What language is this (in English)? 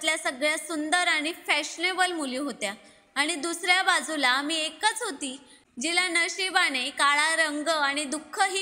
Marathi